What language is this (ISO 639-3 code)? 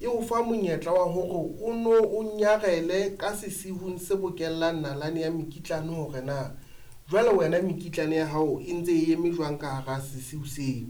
sot